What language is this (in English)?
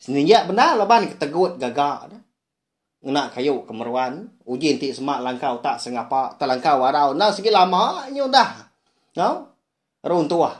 Iban